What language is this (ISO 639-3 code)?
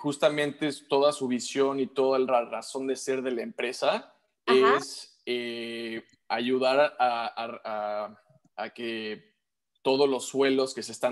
spa